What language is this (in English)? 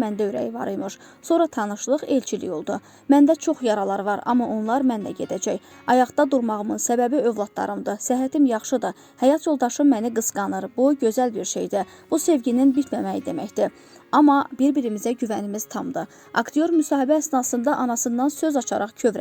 Azerbaijani